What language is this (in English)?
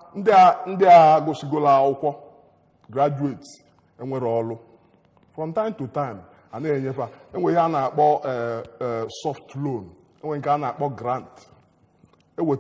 Igbo